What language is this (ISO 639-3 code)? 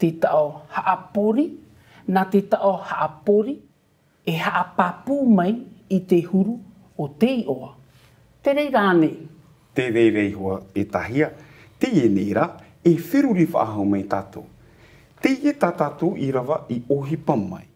tah